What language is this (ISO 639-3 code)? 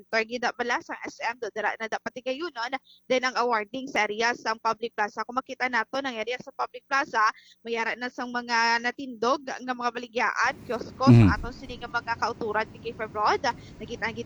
hil